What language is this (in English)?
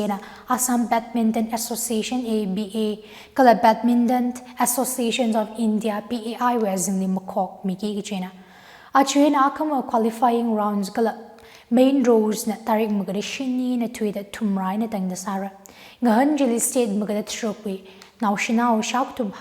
Tangkhul Naga (India)